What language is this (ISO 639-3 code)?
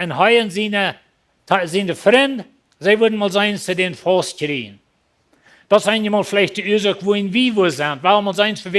pdt